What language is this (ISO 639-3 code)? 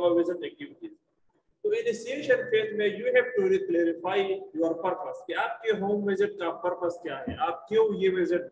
hin